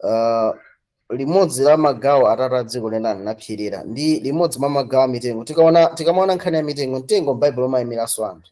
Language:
Nyanja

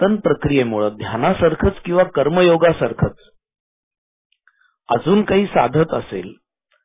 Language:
Marathi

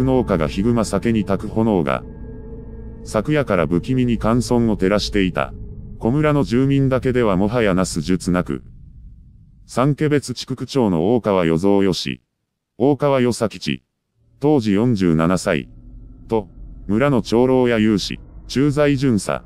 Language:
Japanese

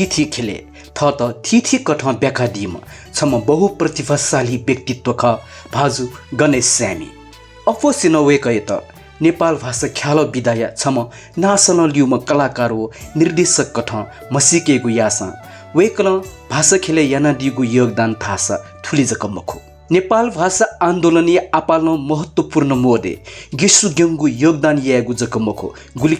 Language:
Newari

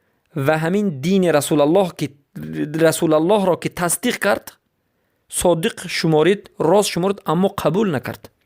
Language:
Persian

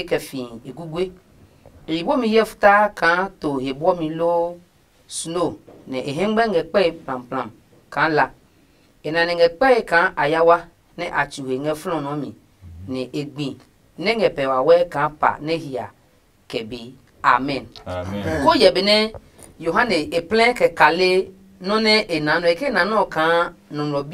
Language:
Adangme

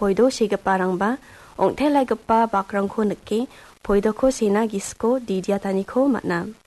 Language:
Garo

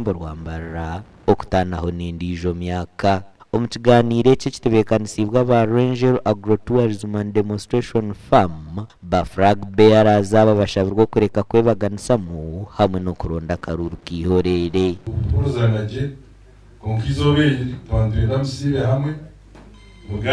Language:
Nyankole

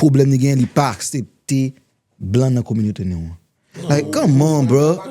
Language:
Haitian Creole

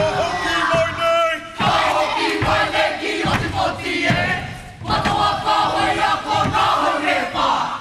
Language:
Māori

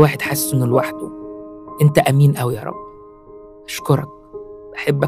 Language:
Egyptian Arabic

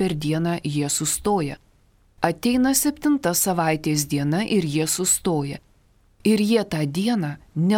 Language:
Lithuanian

